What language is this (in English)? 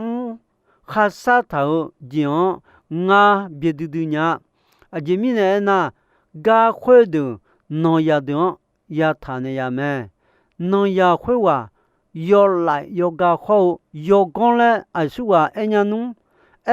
Akha